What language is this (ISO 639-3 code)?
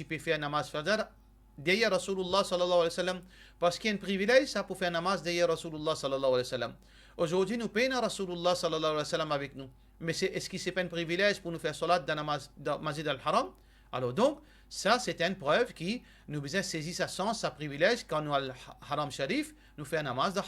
mfe